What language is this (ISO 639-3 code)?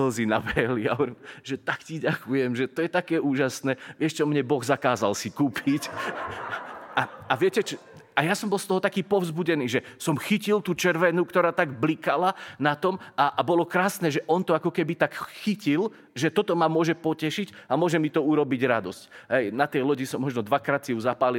slk